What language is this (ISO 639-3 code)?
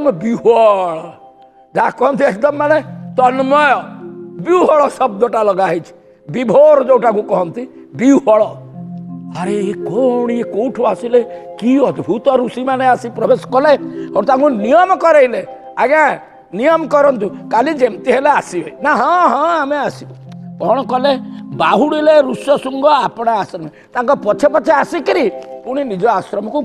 ori